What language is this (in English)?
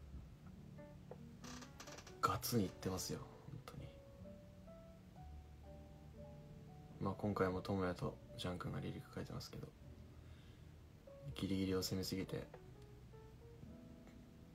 Japanese